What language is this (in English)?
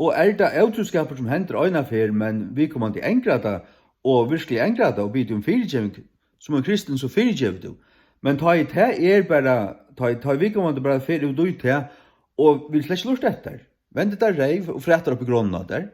Faroese